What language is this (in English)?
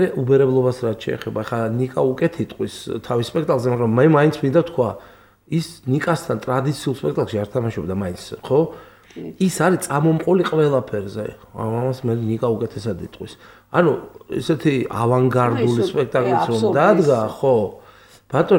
Georgian